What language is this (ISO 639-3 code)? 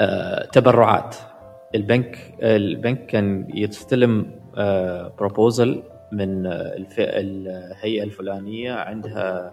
afb